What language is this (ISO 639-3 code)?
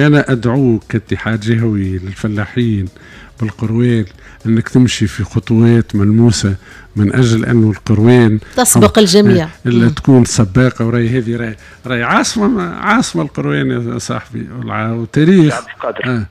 aeb